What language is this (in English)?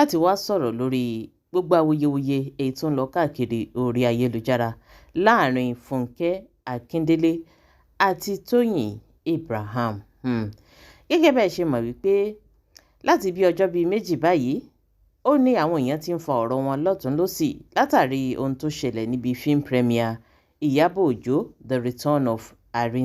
Yoruba